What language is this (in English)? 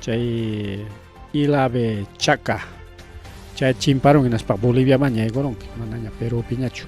Ayacucho Quechua